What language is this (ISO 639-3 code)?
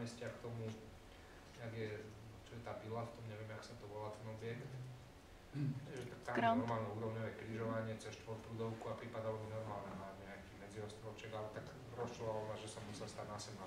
slk